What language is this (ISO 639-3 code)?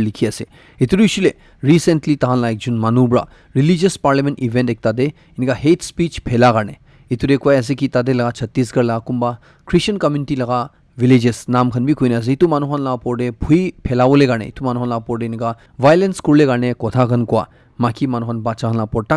nag